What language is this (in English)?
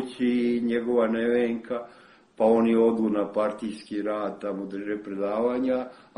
Serbian